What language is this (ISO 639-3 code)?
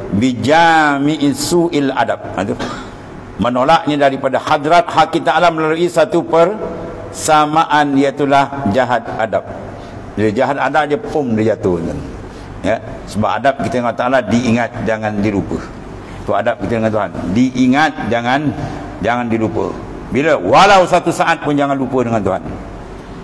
msa